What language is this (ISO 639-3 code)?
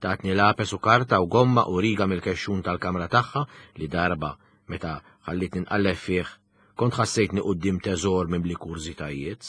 mlt